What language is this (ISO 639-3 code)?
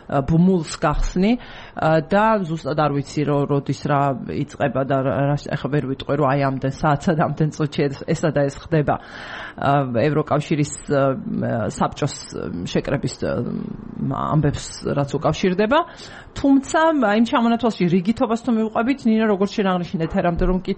kat